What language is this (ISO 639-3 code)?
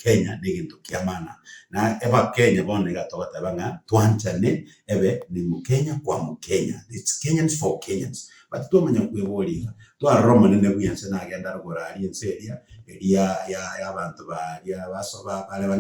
guz